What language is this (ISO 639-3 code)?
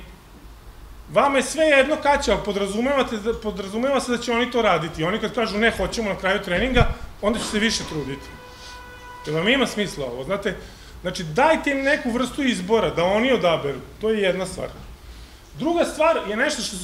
srp